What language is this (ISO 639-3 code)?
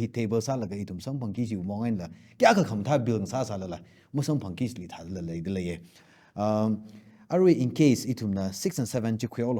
nmf